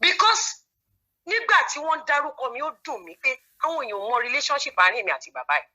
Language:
Yoruba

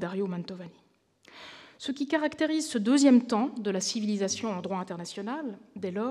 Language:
French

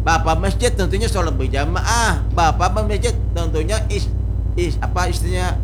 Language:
Banjar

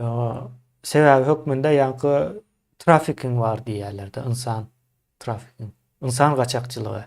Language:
Turkmen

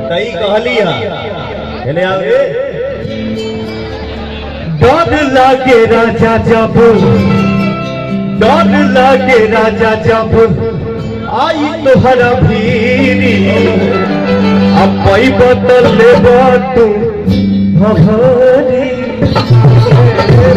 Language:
Bhojpuri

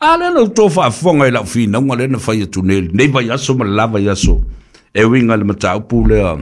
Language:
Samoan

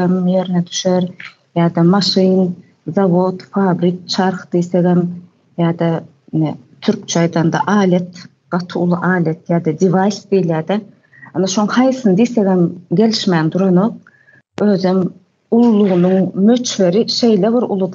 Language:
Turkmen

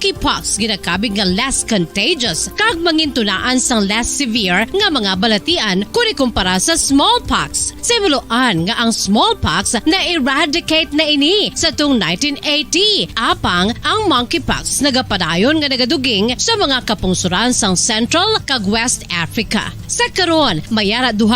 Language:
Hiligaynon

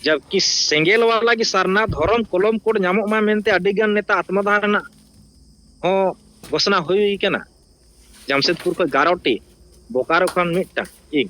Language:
Santali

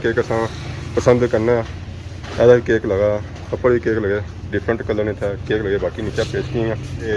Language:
Pahari-Potwari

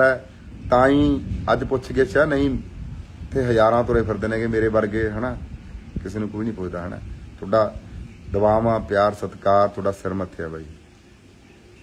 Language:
Punjabi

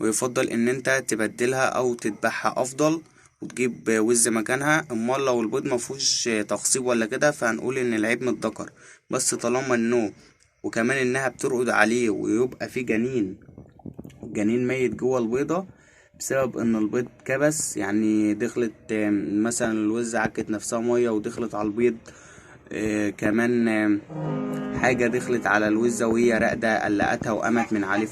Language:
Egyptian Arabic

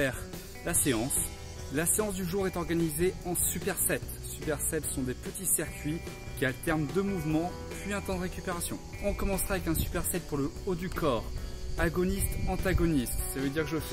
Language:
French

